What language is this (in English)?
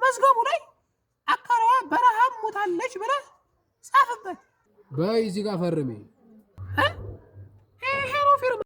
Amharic